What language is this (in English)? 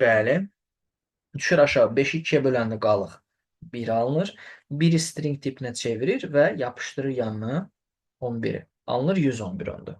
Azerbaijani